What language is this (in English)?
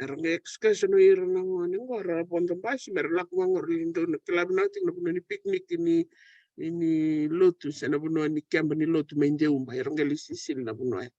Fijian